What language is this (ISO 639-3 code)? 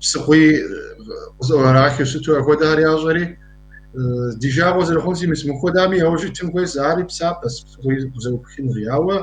kbd